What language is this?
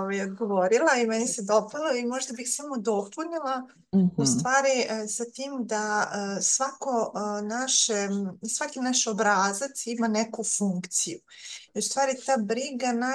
Serbian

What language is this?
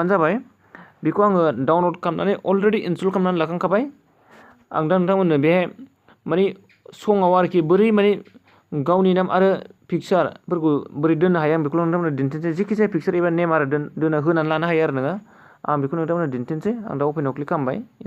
Bodo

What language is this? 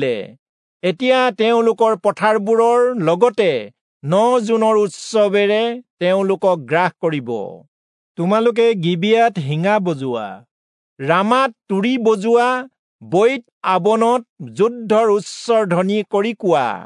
Assamese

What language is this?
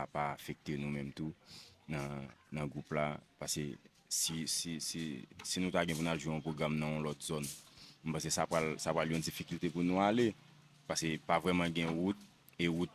Haitian Creole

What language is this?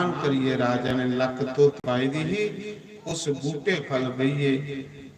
Dogri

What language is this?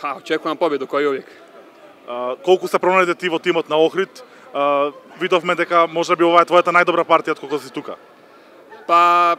Macedonian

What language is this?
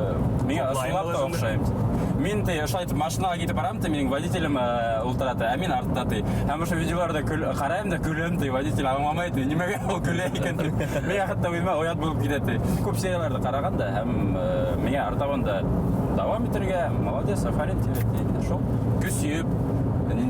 Bashkir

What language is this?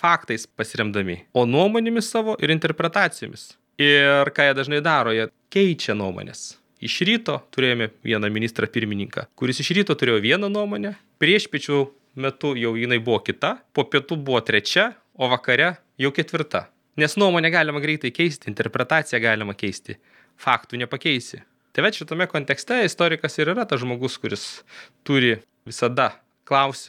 Lithuanian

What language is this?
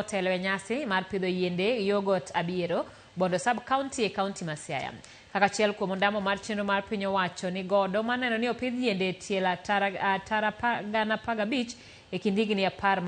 Luo (Kenya and Tanzania)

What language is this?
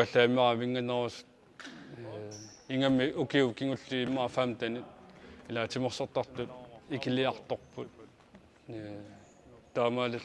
Kalaallisut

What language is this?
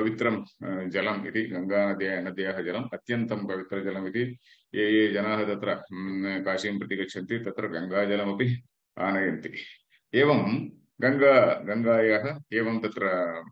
Sanskrit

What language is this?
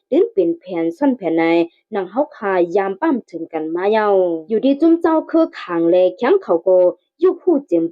Shan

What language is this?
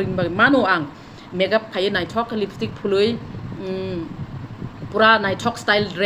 Kok Borok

